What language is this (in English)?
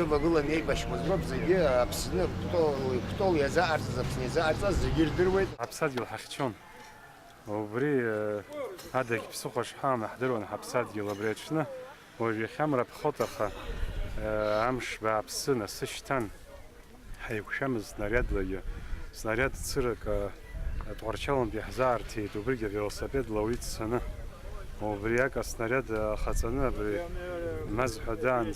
Abkhazian